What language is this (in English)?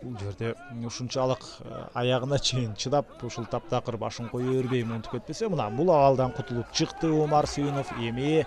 Kyrgyz